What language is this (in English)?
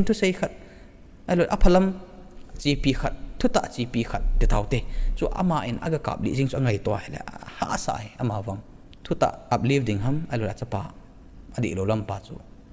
Thado Chin